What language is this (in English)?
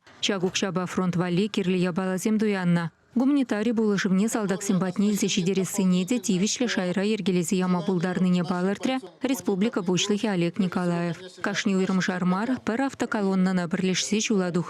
Chuvash